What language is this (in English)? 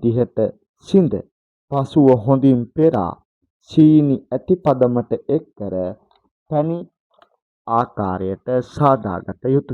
Sinhala